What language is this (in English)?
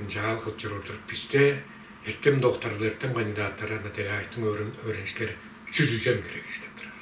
Tuvinian